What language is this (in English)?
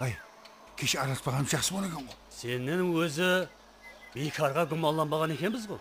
Kara-Kalpak